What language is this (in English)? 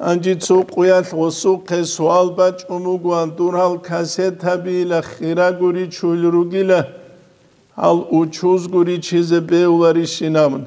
Avaric